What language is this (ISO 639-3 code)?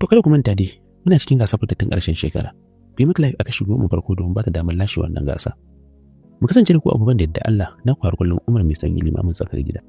hau